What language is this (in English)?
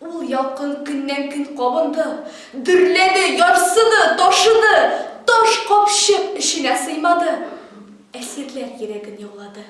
Tatar